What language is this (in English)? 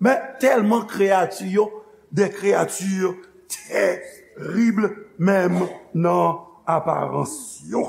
Haitian Creole